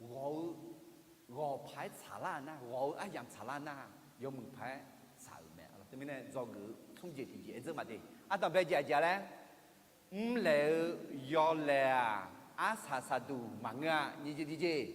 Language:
Akha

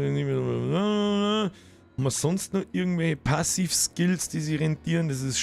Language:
Bavarian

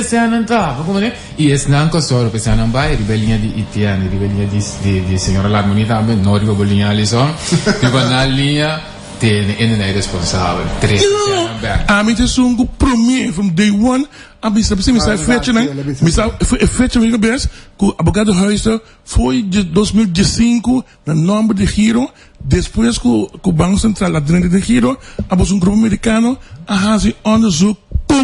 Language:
Papiamento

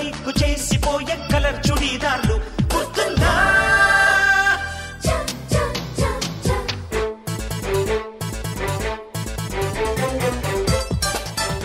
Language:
Telugu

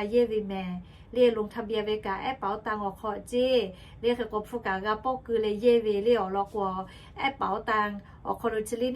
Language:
Lahu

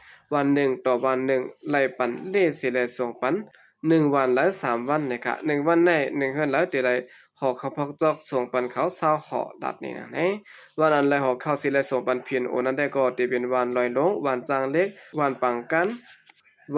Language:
Shan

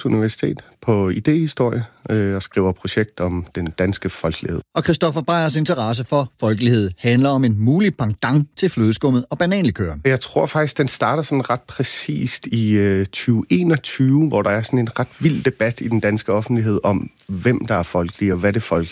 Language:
Danish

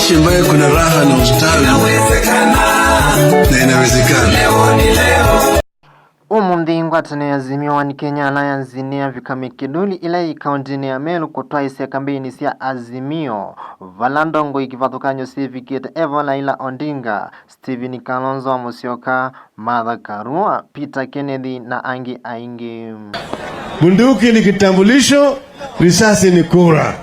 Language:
Kamba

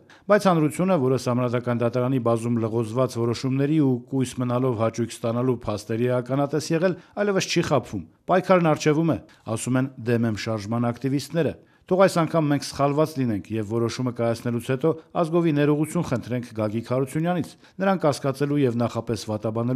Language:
Armenian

